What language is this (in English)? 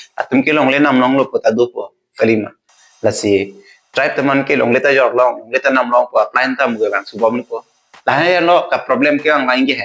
Karbi